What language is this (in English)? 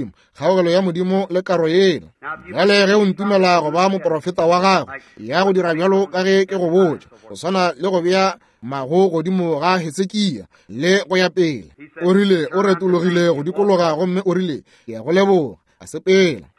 Northern Sotho